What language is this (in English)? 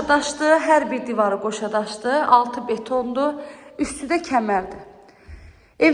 Azerbaijani